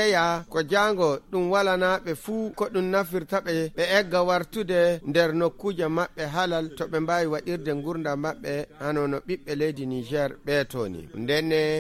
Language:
Nigerian Fulfulde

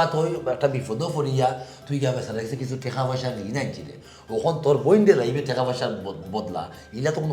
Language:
Sylheti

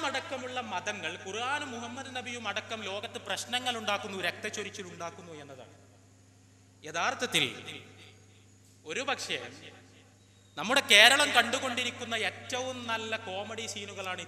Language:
Malayalam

